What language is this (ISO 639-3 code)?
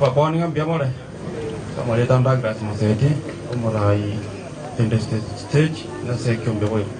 guz